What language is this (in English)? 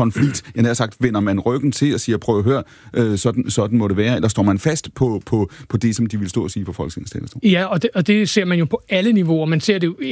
Danish